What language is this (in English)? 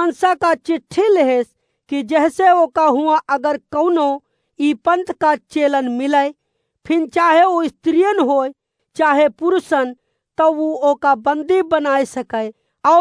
Awadhi